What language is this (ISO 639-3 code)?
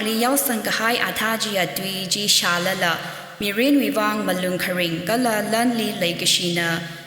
nmf